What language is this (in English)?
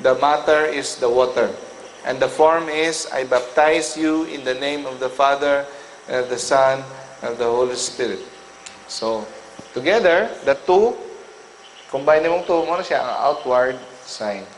Cebuano